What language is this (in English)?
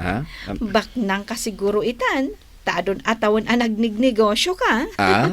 Iloko